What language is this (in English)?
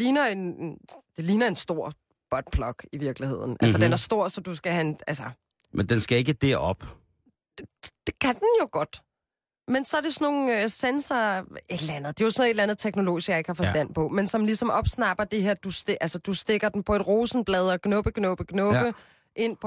Danish